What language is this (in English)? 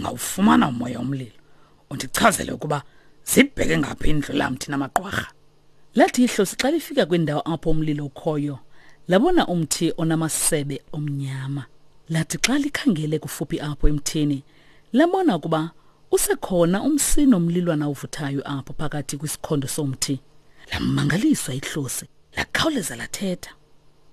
Xhosa